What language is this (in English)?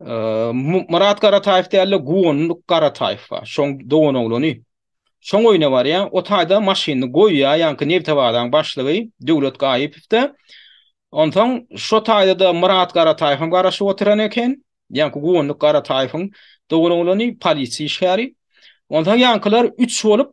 Turkmen